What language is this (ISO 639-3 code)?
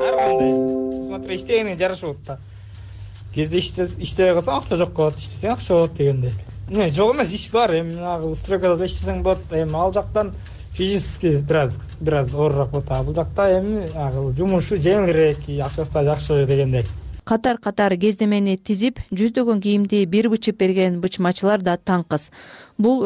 kir